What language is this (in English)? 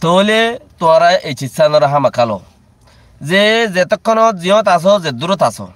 Rohingya